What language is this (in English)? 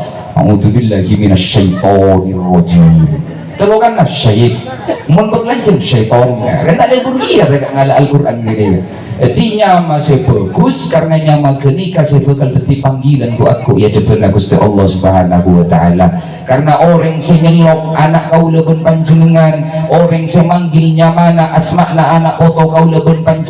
Madurese